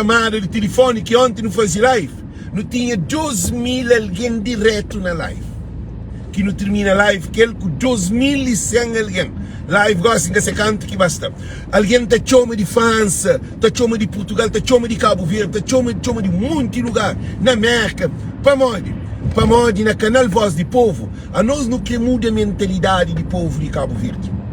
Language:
Kabuverdianu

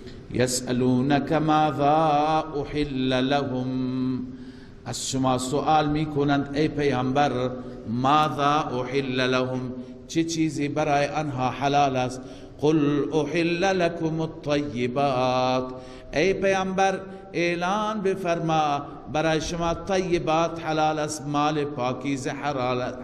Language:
Persian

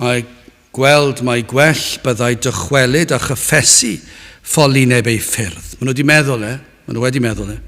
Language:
Welsh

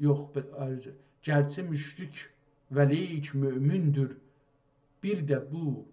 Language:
South Azerbaijani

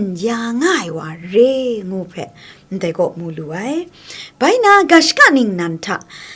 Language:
Kachin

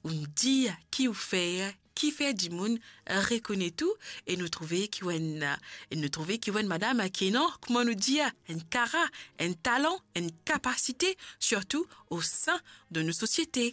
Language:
Morisyen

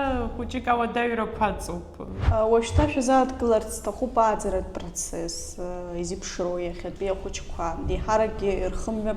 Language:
Abkhazian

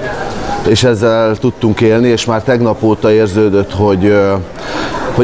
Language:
Hungarian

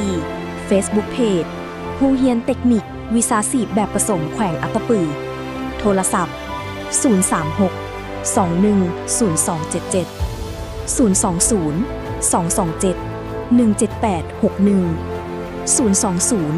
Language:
Lao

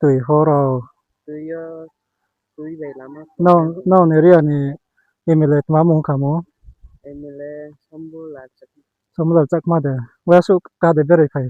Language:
Riang (India)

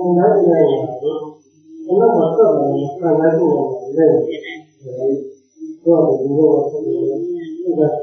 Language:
Burmese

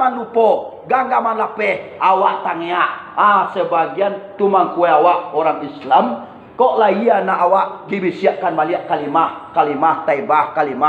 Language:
Minangkabau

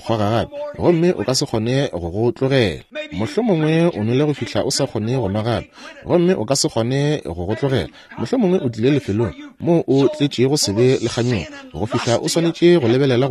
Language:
Northern Sotho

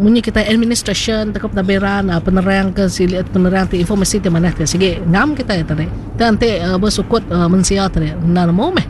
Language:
Iban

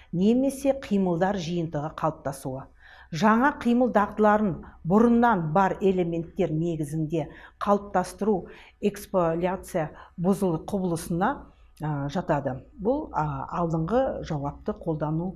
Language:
Kazakh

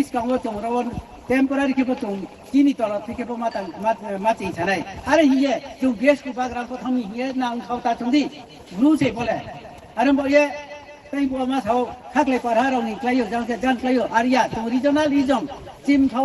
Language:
Riang (India)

